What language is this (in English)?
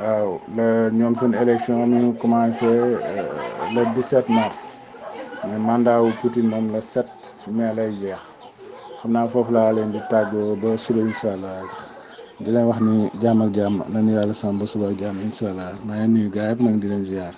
Wolof